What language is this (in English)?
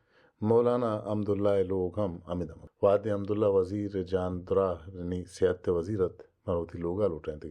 Baluchi